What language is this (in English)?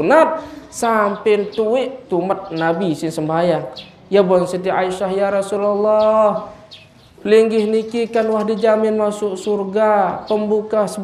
Sasak